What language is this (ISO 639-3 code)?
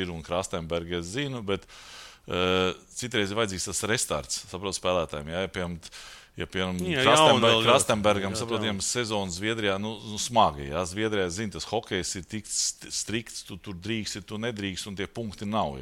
lav